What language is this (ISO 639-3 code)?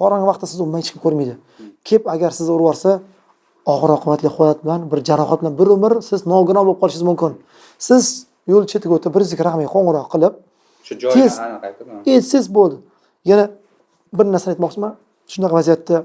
uzb